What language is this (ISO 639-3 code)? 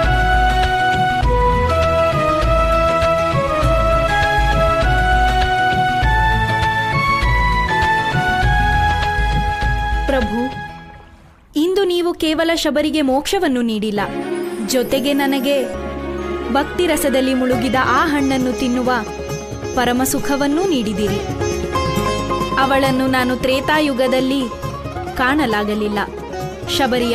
kan